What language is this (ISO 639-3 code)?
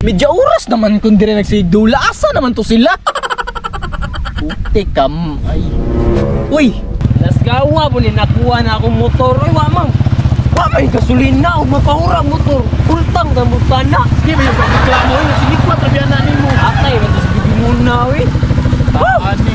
ceb